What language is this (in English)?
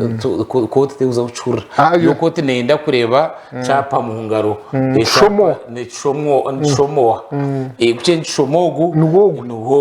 Nyankole